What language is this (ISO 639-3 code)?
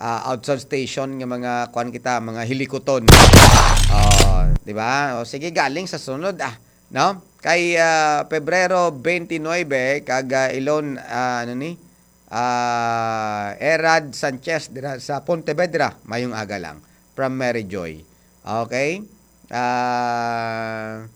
hil